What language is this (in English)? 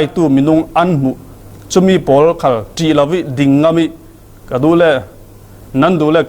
Falam Chin